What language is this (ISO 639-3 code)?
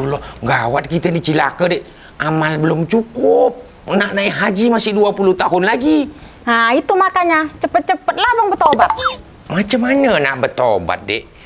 msa